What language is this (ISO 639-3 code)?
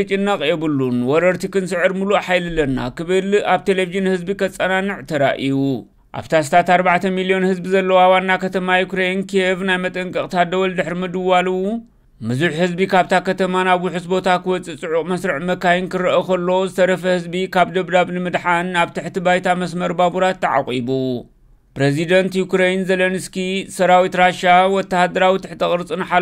tir